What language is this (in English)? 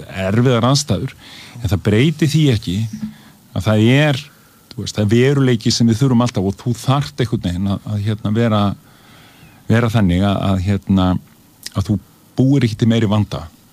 Icelandic